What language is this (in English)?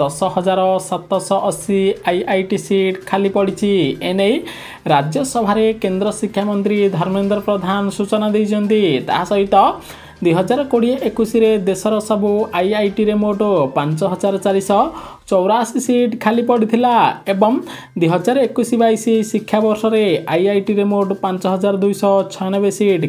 Odia